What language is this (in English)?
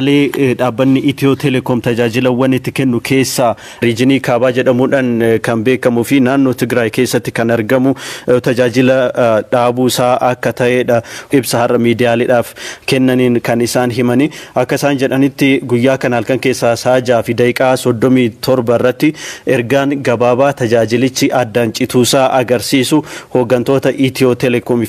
Oromo